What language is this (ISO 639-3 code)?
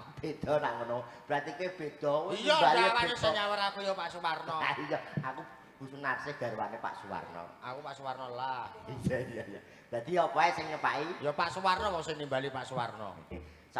jav